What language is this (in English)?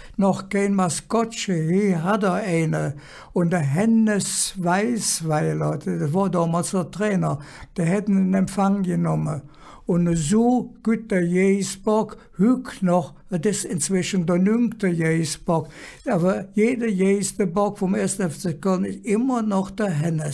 Colognian